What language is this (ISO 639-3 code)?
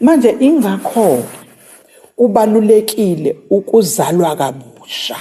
zul